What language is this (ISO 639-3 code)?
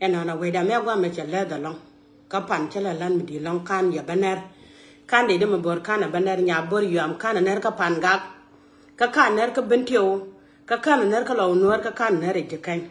nus